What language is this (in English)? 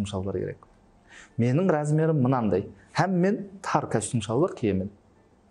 Kara-Kalpak